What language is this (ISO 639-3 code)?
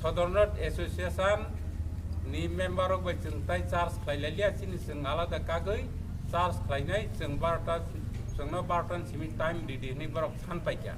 trp